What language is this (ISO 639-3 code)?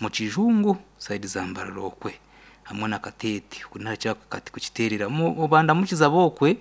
nyn